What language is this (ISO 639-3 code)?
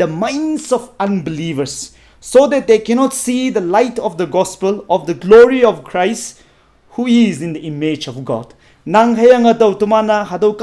nbe